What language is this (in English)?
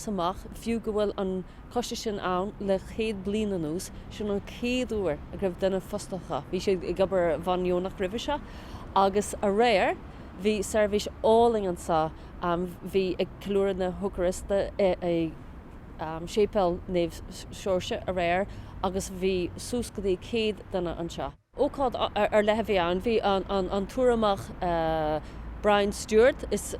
Irish